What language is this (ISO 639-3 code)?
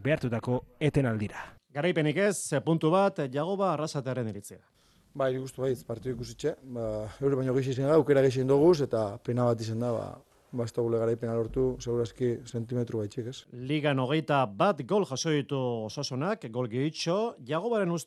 eus